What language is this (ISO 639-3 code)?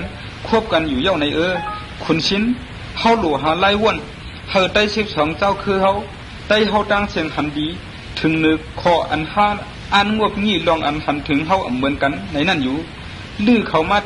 shn